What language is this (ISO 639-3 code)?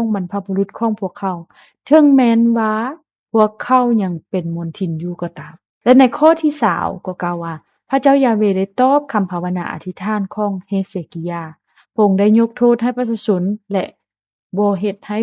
lao